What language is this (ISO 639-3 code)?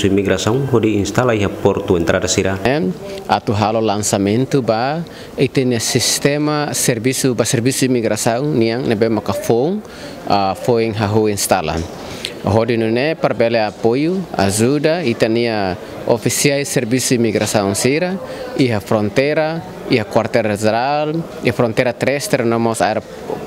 tet